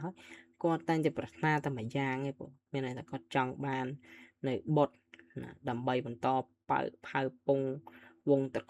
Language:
Khmer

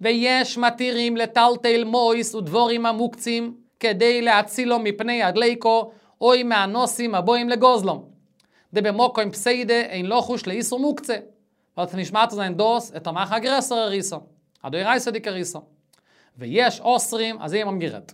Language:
Yiddish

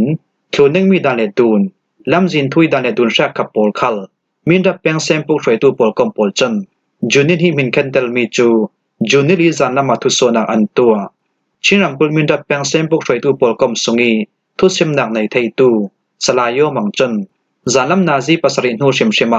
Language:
Falam Chin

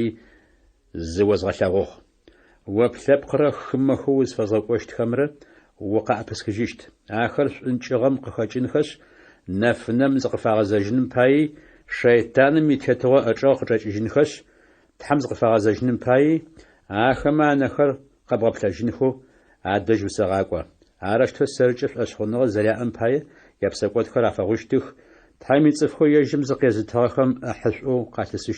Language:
Adyghe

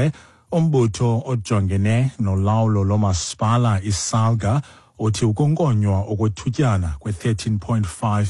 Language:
Xhosa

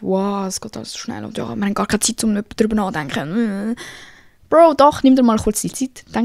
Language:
Swiss German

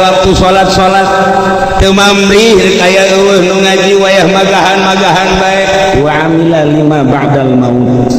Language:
Sundanese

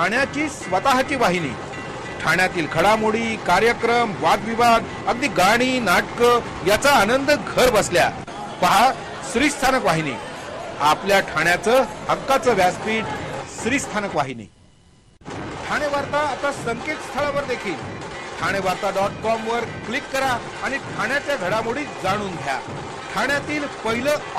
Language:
Marathi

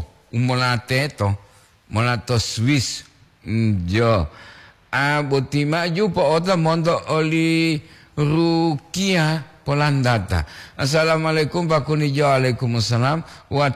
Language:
Gorontalo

